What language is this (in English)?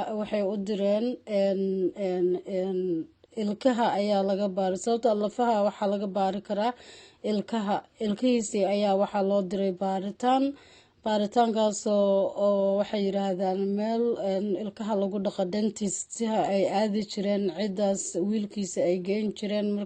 Somali